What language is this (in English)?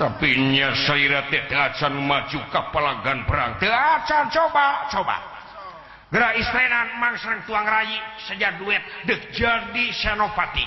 Sundanese